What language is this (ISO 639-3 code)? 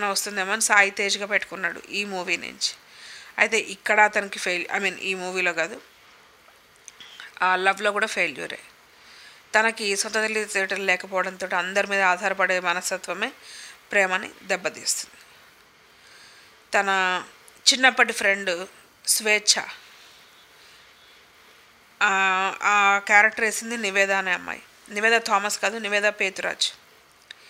tel